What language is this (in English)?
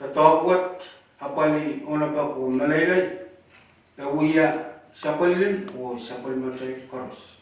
Pohnpeian